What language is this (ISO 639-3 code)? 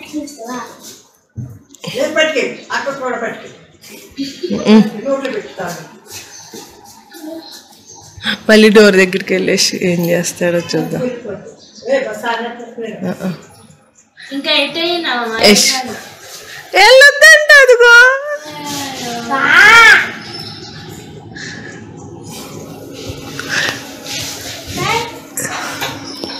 tel